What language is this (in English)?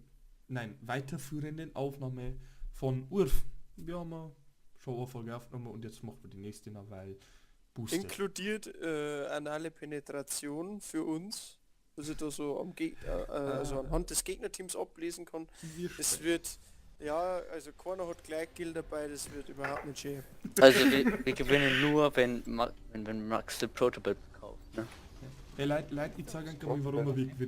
Bavarian